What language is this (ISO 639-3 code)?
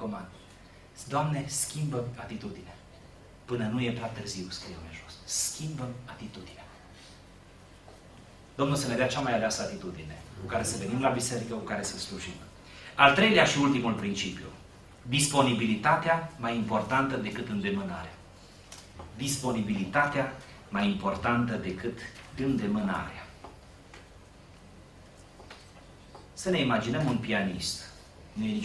ron